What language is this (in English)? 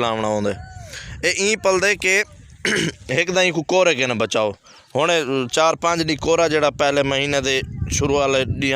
Saraiki